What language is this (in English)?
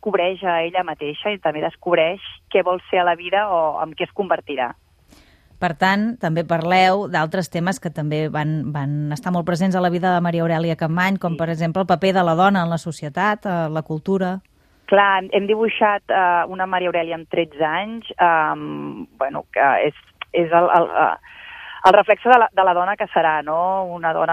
Catalan